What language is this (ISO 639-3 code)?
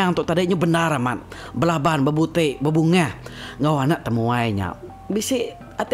iba